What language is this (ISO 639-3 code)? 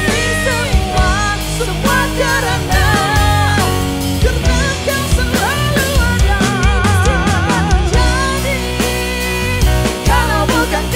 msa